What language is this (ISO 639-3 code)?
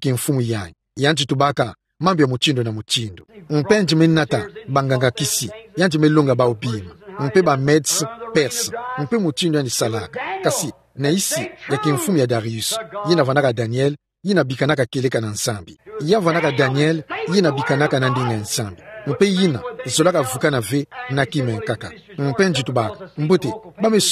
ktu